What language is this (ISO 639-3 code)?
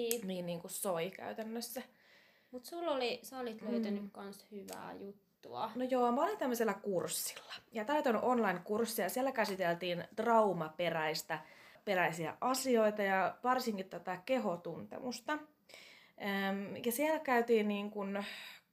fin